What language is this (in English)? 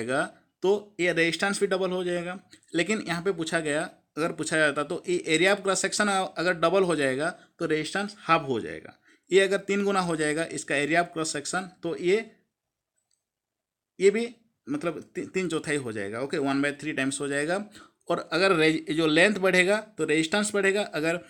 Hindi